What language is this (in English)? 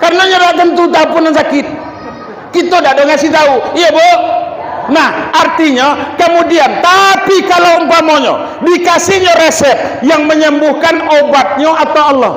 Minangkabau